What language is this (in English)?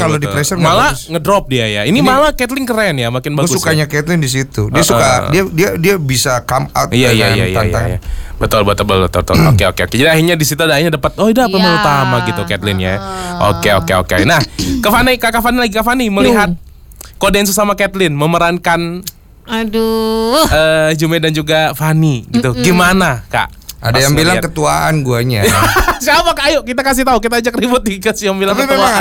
Indonesian